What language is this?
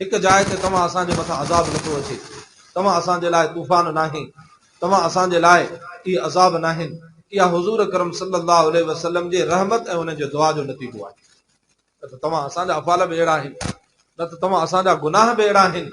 Sindhi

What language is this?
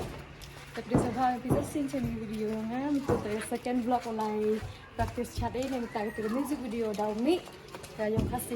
Khasi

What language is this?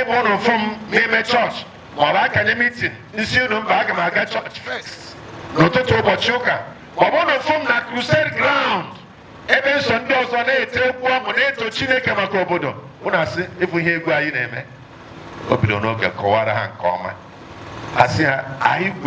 Igbo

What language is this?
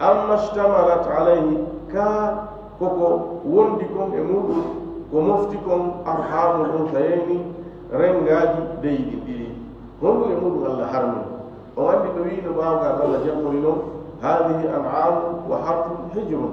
Fula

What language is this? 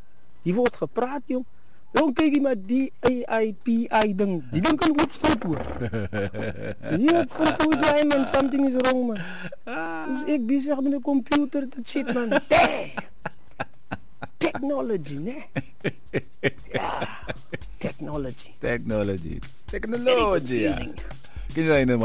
Afrikaans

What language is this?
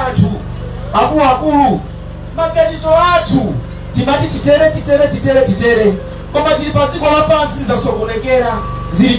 Nyanja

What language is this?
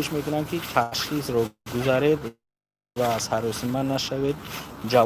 Tajik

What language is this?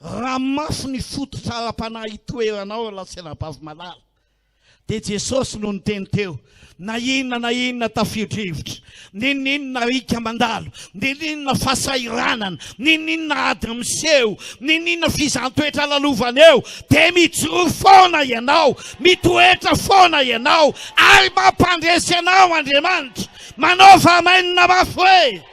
Malagasy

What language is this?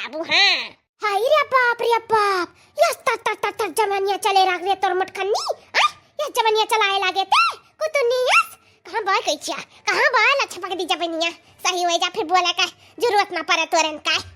Awadhi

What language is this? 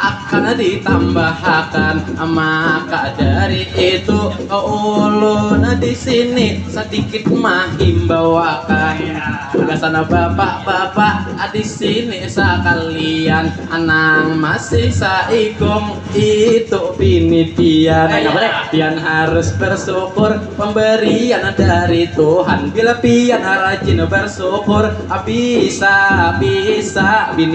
Banjar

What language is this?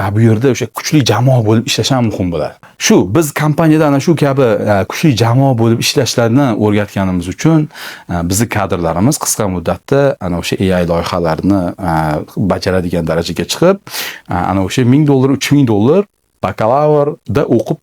Uzbek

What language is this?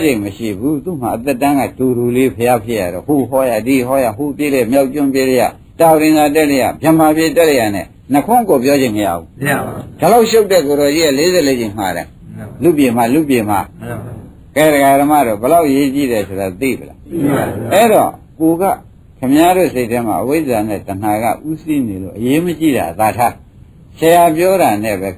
Burmese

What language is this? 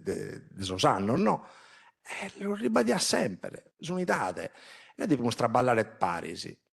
Sardinian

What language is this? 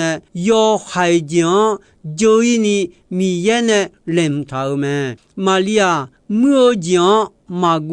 Akha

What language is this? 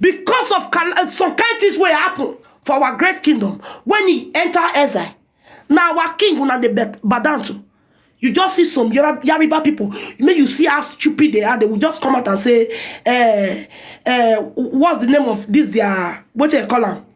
Nigerian Pidgin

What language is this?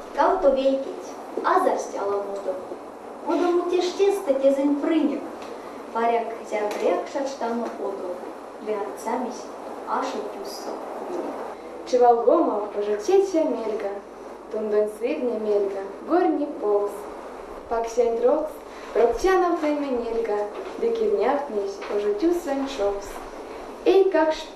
Erzya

